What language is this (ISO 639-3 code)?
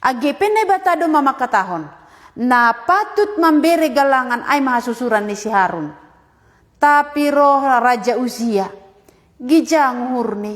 bts